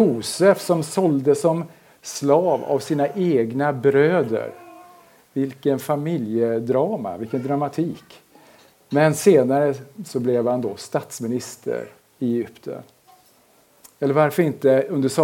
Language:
Swedish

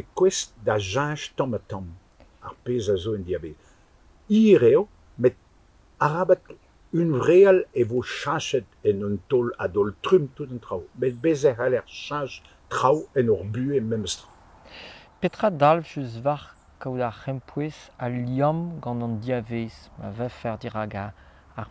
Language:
Breton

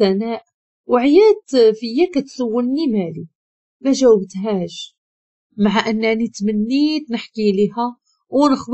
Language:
Moroccan Arabic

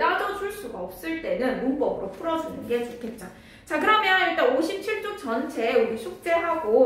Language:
Korean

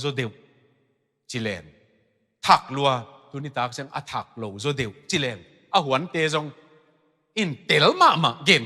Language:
Tedim Chin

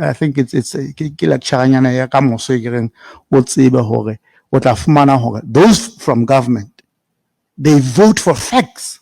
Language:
Southern Sotho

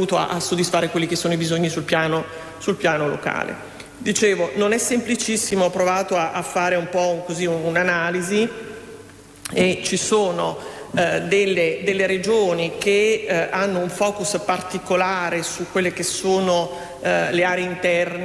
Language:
Italian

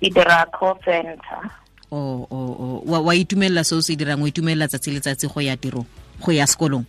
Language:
Tswana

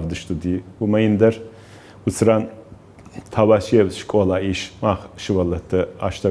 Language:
Ossetic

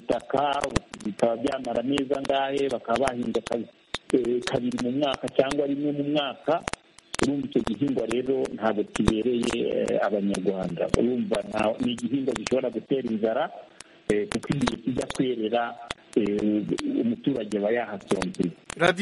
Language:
Kinyarwanda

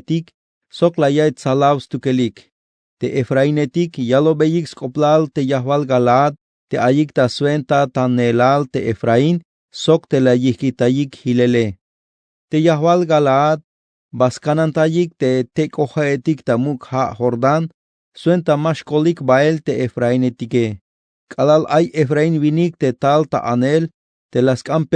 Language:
Tzeltal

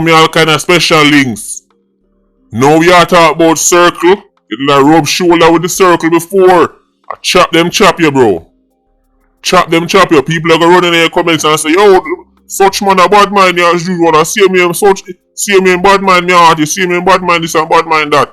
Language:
Jamaican Creole English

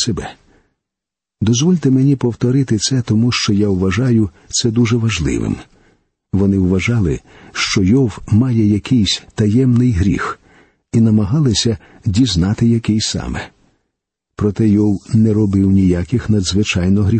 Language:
Ukrainian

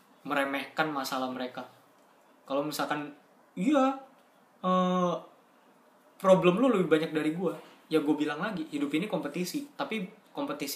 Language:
Indonesian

